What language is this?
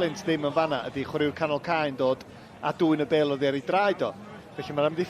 Welsh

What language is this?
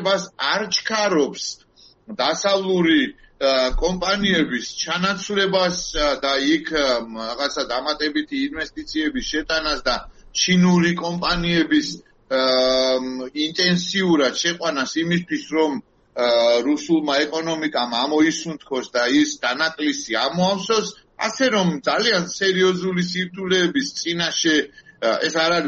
Georgian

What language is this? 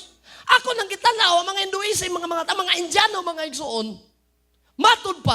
Cebuano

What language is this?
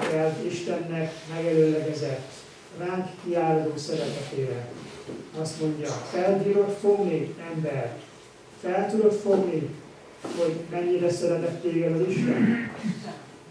Hungarian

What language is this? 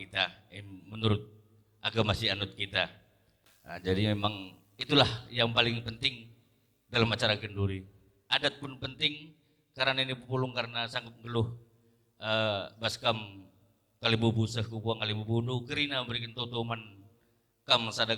Batak Karo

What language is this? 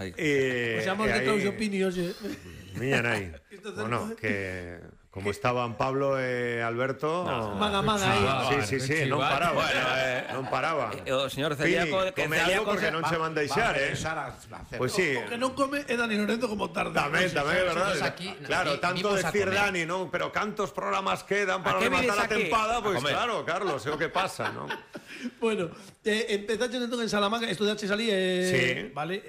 Galician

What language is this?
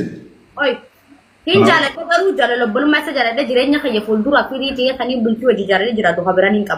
Oromo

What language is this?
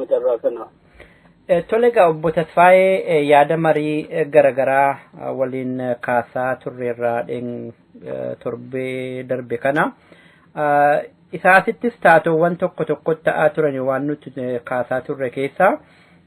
Oromo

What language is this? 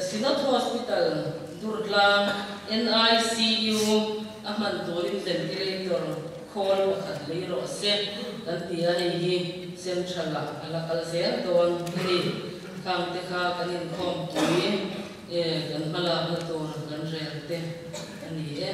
Mizo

